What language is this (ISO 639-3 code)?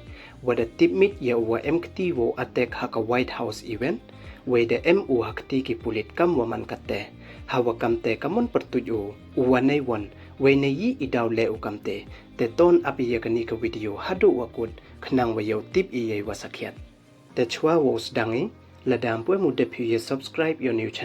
pbv